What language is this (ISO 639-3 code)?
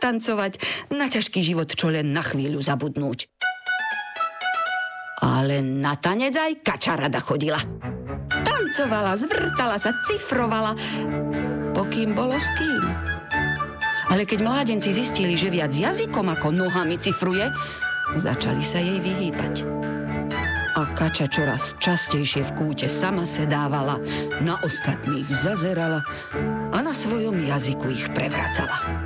slk